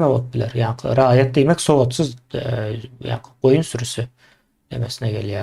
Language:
Turkmen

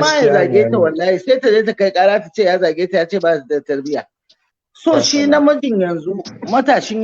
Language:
Hausa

